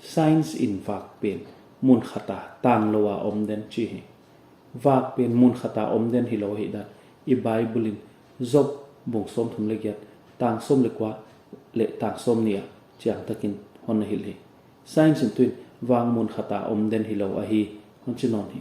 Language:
Paite Chin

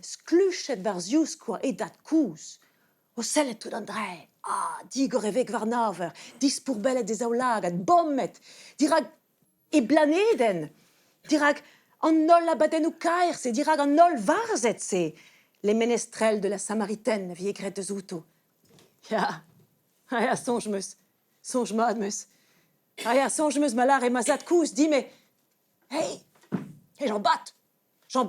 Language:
Breton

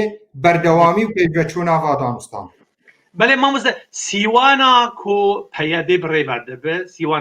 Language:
Kurdish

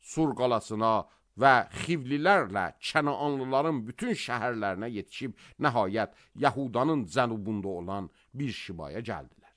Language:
Azerbaijani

